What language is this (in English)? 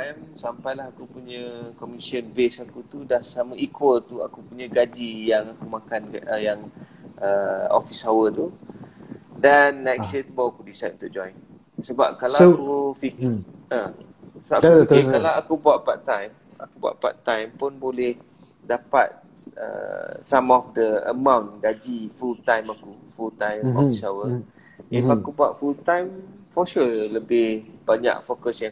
Malay